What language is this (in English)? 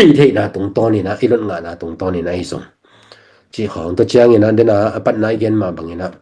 Tedim Chin